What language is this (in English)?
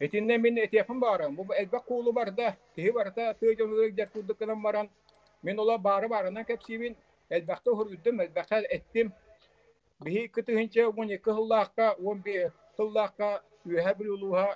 Yakut